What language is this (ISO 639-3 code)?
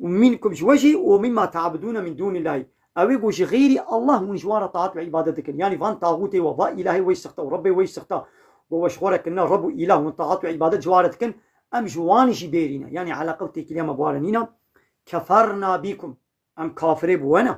kur